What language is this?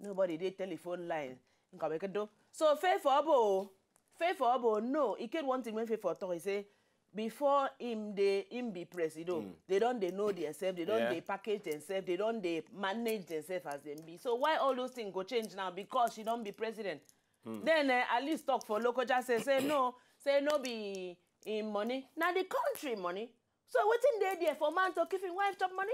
Nigerian Pidgin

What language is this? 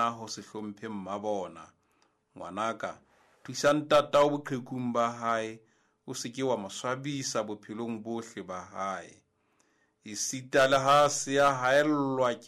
Southern Sotho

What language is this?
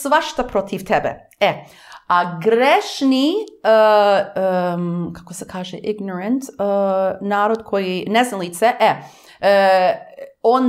Serbian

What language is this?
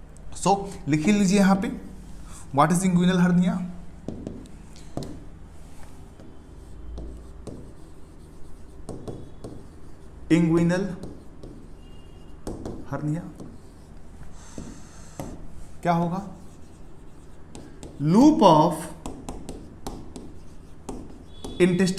Hindi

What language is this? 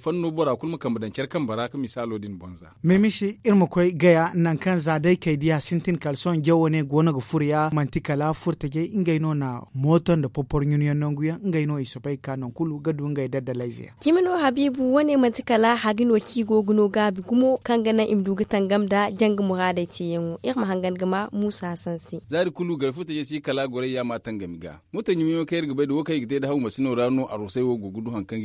Zarma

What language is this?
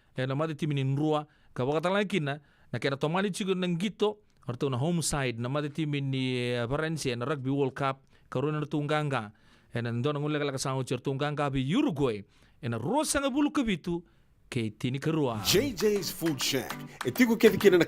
Fijian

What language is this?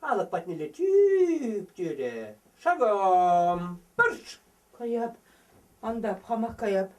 Chuvash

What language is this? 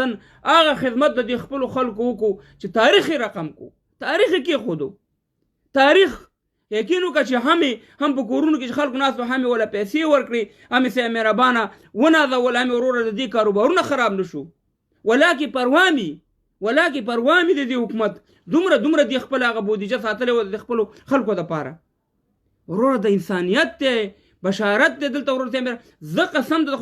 Pashto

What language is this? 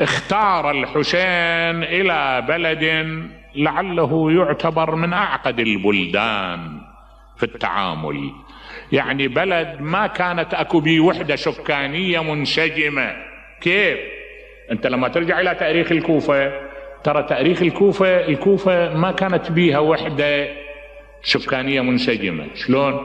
Mesopotamian Arabic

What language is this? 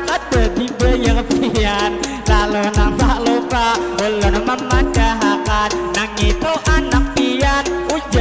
Banjar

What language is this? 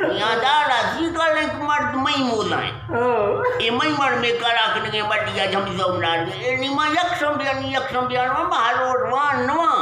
Eastern Balochi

